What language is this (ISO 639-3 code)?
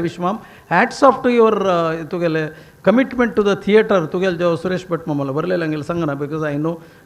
kok